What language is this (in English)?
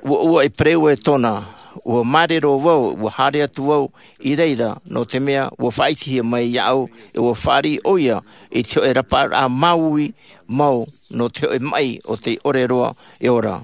Tahitian